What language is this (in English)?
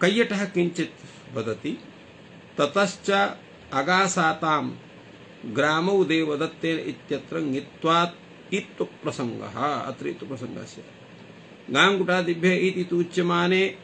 Sanskrit